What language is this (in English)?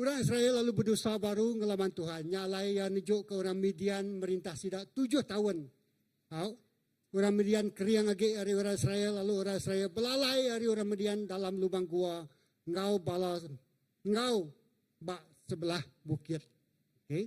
Iban